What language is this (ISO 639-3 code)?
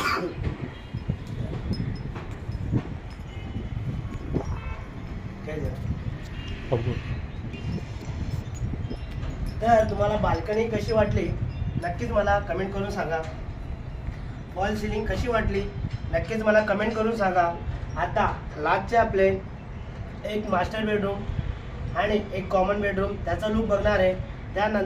mar